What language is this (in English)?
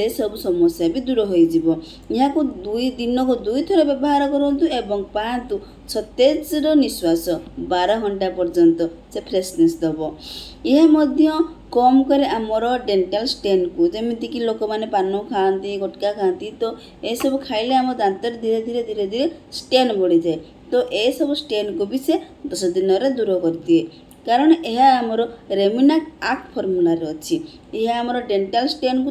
Odia